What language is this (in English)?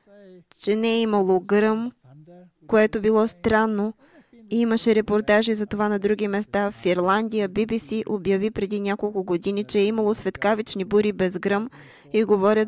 Bulgarian